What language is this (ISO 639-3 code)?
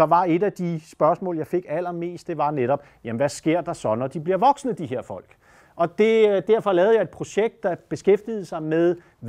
dan